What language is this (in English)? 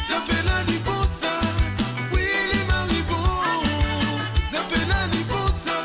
Morisyen